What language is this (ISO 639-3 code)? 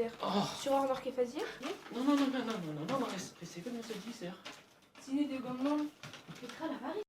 bre